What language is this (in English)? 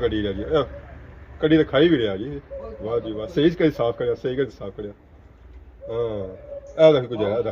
Pahari-Potwari